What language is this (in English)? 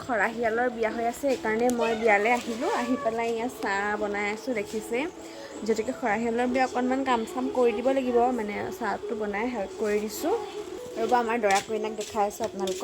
Assamese